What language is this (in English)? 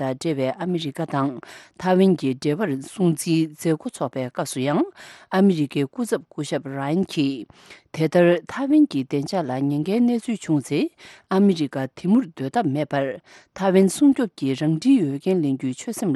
Tibetan